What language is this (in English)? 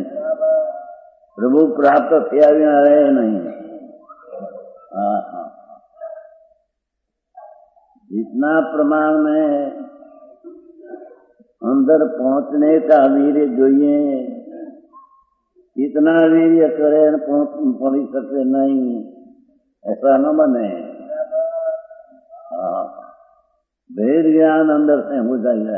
Hindi